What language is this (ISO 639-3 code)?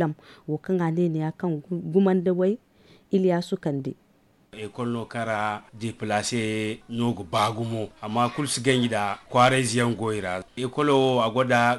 dje